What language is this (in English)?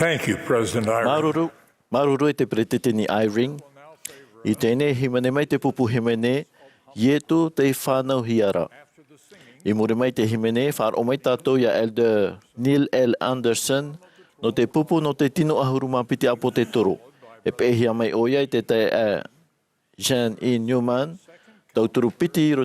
Tahitian